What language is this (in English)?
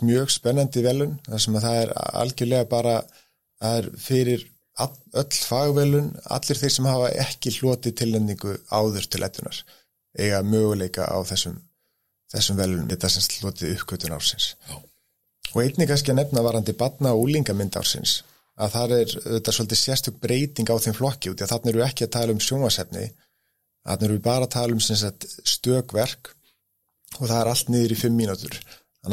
Icelandic